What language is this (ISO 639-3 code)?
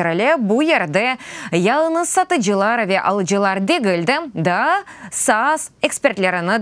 crh